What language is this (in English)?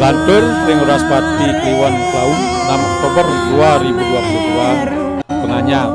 Balinese